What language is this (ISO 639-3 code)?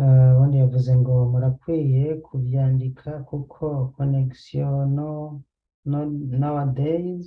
run